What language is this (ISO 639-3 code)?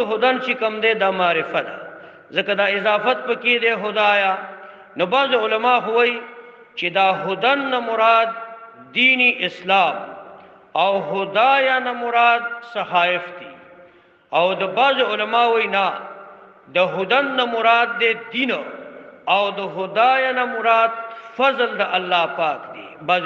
pus